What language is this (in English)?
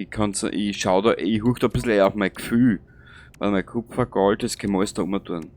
Bavarian